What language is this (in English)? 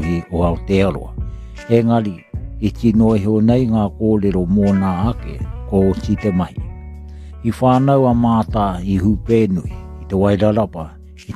Māori